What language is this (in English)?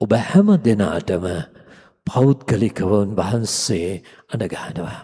Sinhala